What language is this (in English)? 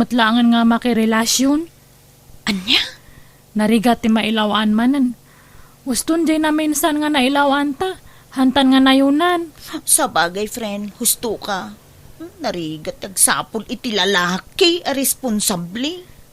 Iloko